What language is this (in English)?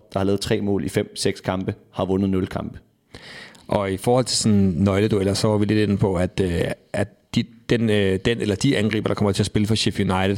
Danish